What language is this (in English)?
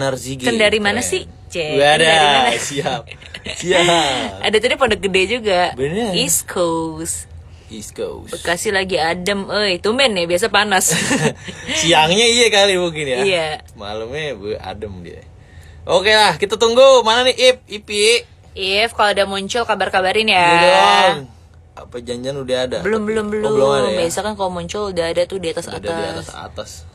Indonesian